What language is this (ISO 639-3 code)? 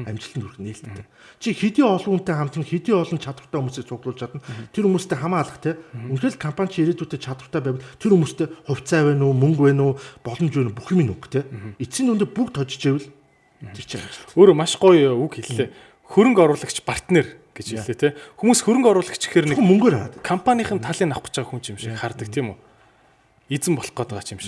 mon